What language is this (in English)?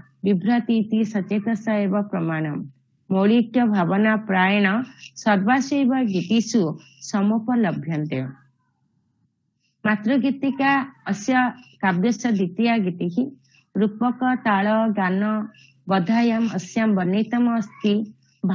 Sanskrit